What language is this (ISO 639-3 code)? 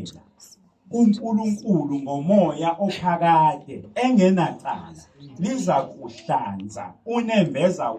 zul